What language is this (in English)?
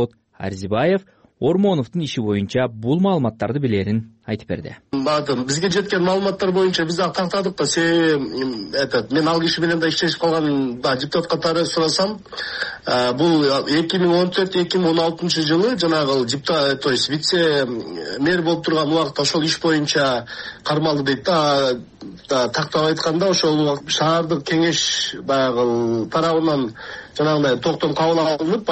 Kyrgyz